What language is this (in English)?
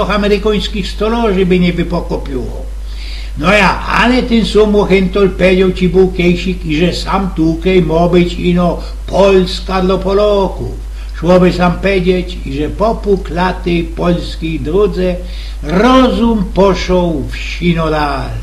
Silesian